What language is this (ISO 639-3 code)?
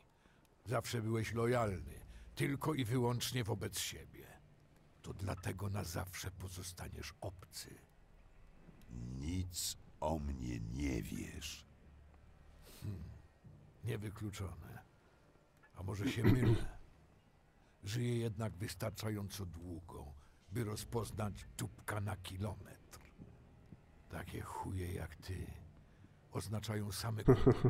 pol